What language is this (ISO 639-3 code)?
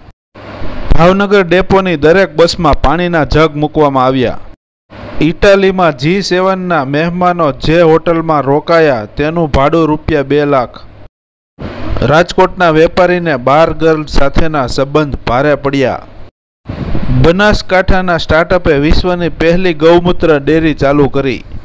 guj